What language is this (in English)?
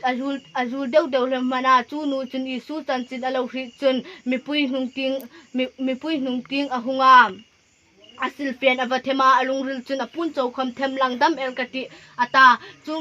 Hmar